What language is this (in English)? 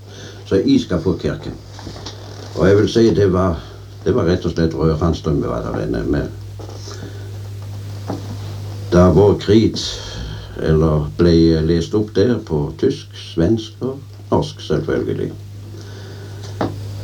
Norwegian